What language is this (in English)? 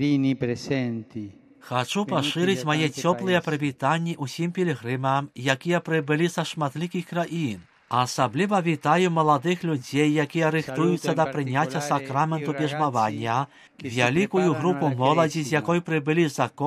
Belarusian